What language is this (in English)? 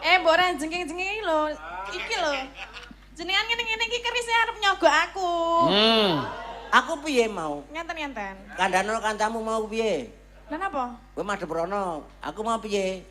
Javanese